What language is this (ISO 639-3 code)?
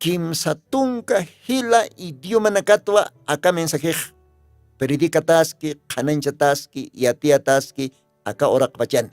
aym